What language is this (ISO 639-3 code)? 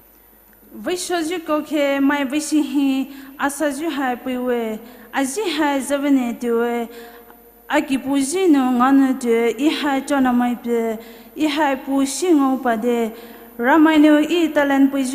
pmx